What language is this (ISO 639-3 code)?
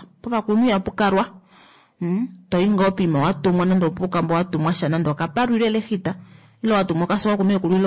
kua